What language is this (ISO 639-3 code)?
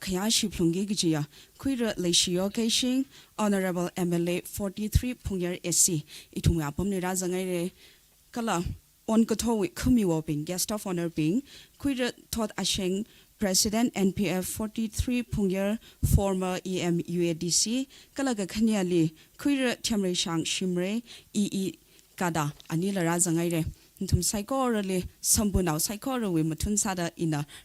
nmf